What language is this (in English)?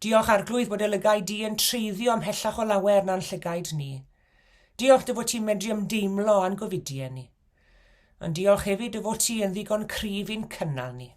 Welsh